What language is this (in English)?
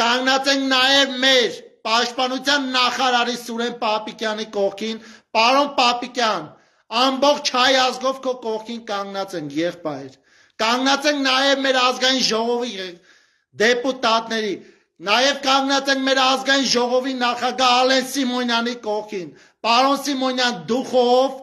Armenian